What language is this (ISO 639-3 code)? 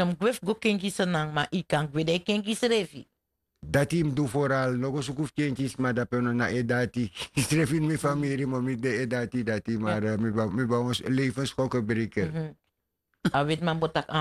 srn